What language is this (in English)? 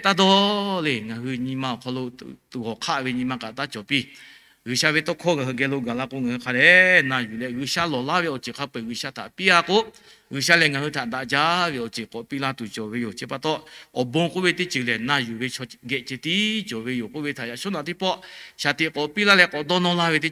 Lahu